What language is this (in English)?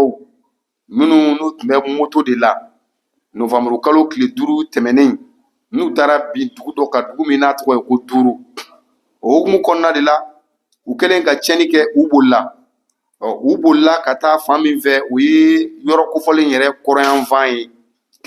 Bambara